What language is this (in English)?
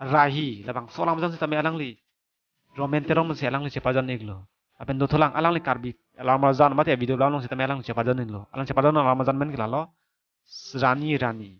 Karbi